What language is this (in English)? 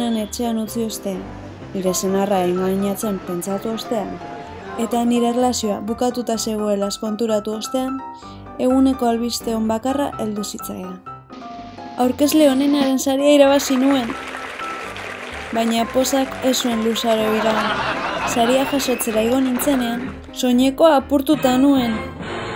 Basque